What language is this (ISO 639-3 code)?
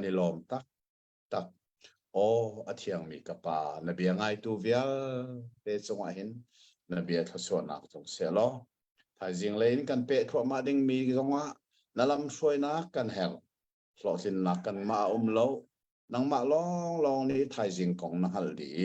cnh